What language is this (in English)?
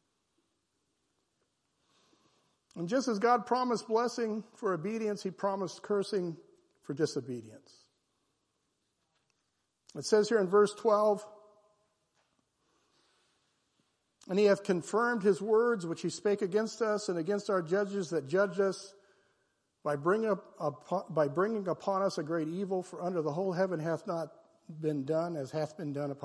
English